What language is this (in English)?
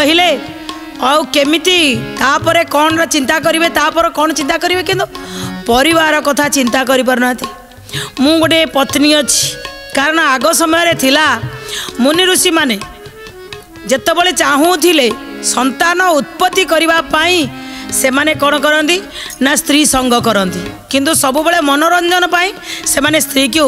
Odia